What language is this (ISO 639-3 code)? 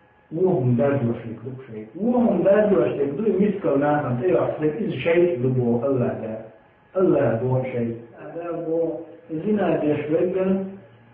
che